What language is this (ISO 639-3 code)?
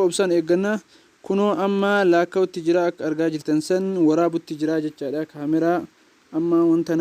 orm